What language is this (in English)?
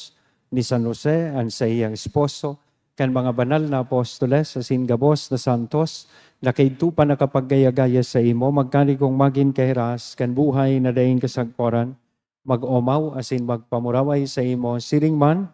Bikol